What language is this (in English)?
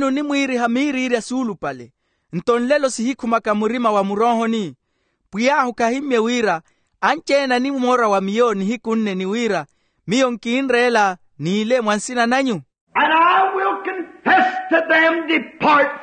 Makhuwa